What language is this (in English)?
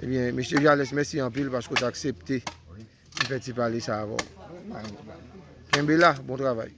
Haitian Creole